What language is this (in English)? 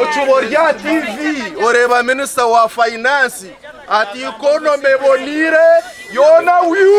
Nyankole